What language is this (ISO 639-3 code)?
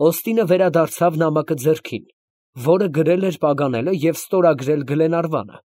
hye